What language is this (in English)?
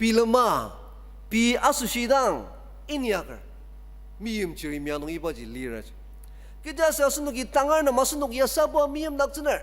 Ao Naga